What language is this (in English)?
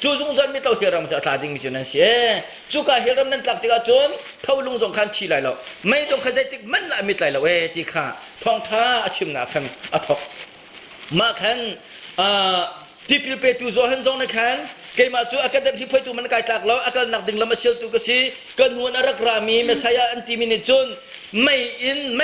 Hakha Chin